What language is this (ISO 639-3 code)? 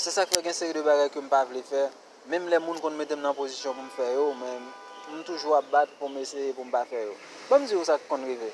hat